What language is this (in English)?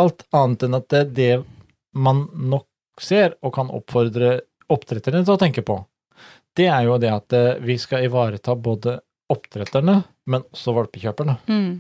Norwegian